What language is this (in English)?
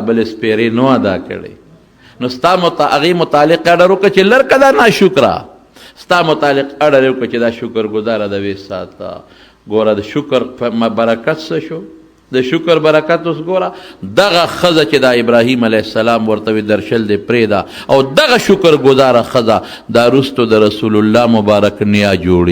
Pashto